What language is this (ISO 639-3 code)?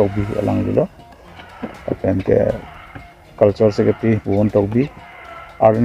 mjw